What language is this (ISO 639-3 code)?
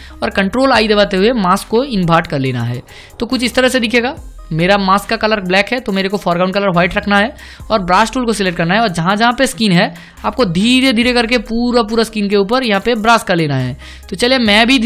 hin